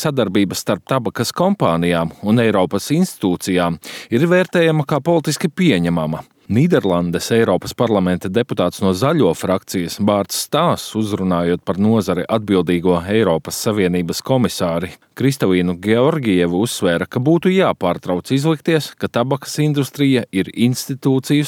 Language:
Latvian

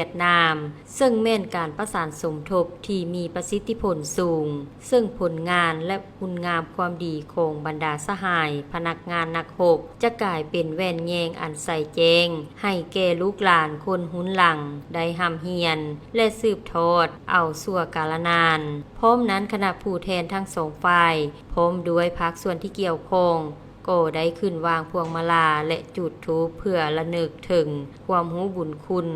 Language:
Lao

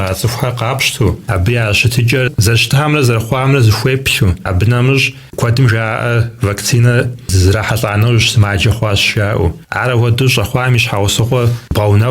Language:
Kabardian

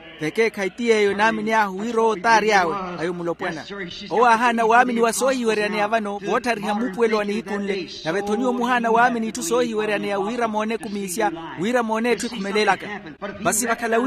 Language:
Makhuwa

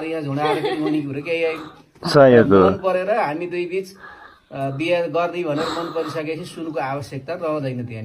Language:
Nepali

